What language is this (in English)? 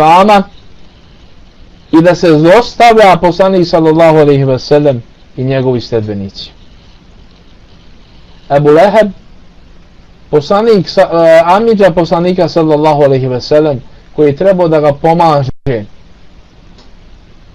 Bosnian